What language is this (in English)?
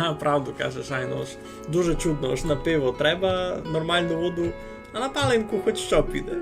Rusyn